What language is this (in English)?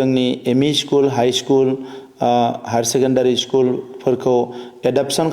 Bodo